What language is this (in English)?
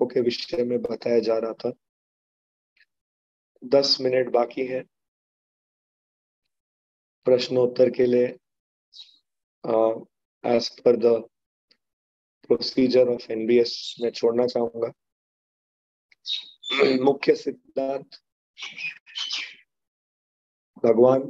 Hindi